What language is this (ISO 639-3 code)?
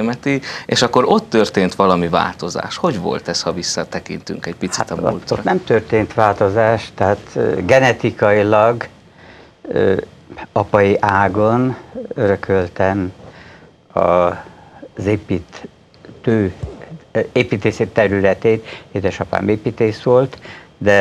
hun